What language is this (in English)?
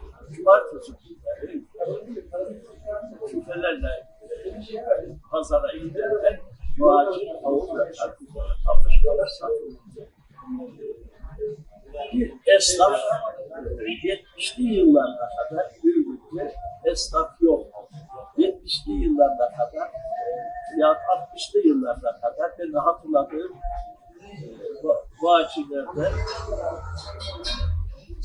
Turkish